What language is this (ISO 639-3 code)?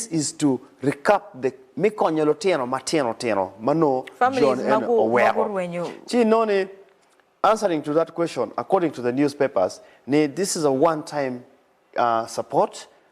ach